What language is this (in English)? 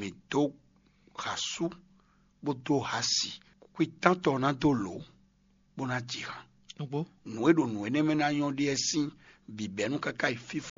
Fon